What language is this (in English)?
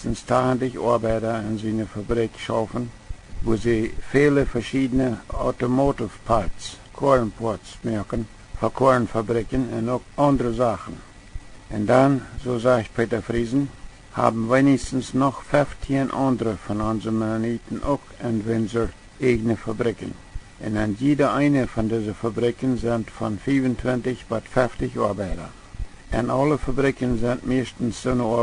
Plautdietsch